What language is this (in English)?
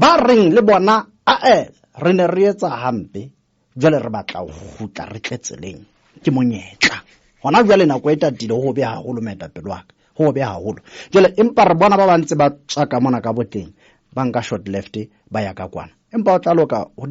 Southern Sotho